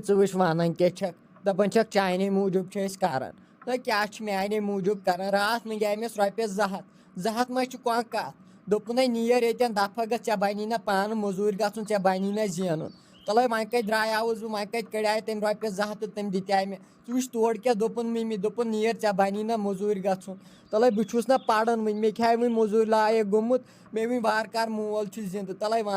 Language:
Kashmiri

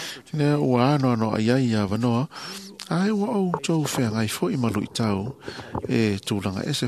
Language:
Samoan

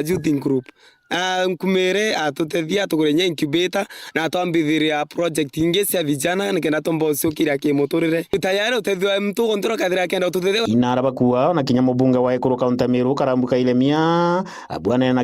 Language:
Meru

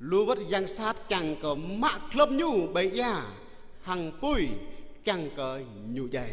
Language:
Jarai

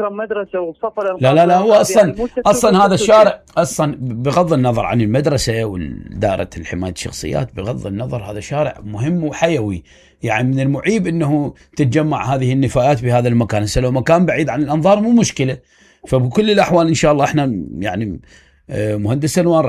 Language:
Mesopotamian Arabic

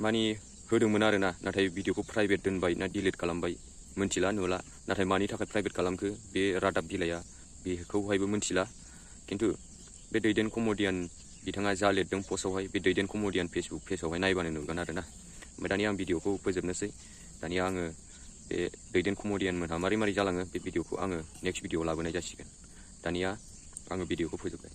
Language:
Bodo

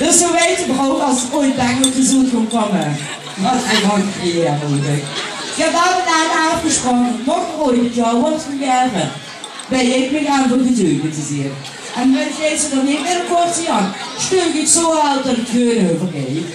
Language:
Limburgish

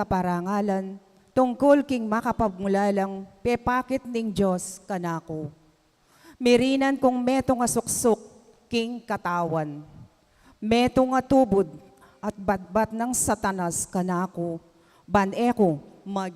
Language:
Pampanga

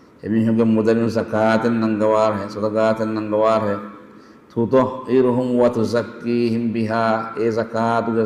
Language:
Divehi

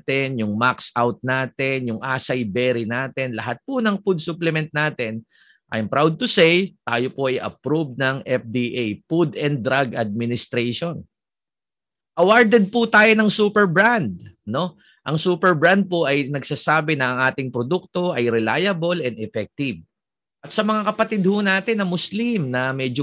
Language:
Filipino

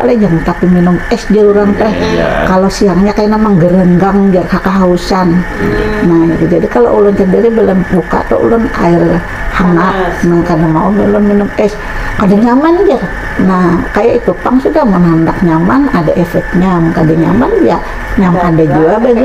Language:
Banjar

